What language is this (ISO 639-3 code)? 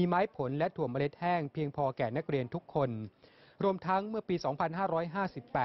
tha